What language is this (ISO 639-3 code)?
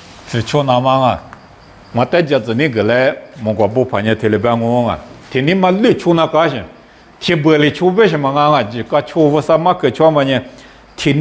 lis